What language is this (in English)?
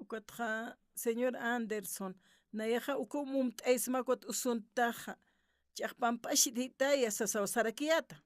Aymara